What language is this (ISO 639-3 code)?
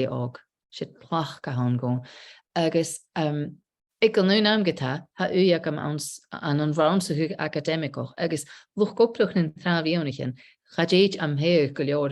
gla